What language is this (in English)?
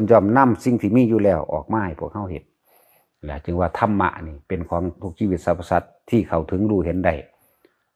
Lao